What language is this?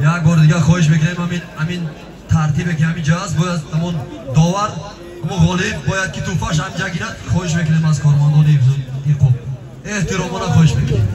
Tajik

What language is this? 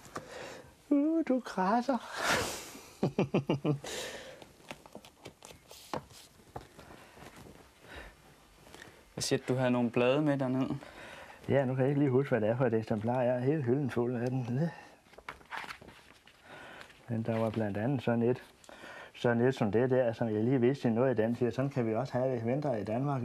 Danish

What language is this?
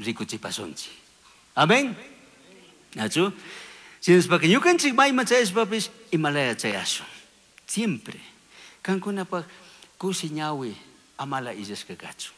Chimborazo Highland Quichua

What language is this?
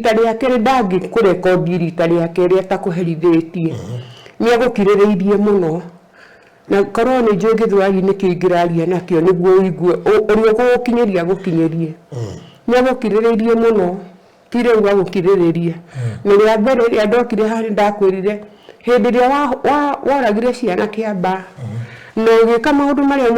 Kikuyu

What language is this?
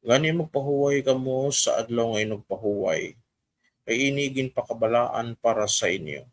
Hiligaynon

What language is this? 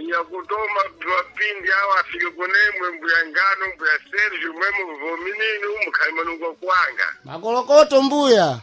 Sena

